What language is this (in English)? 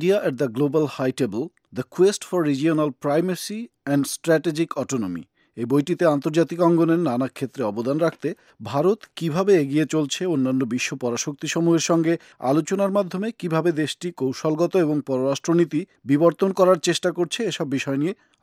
Bangla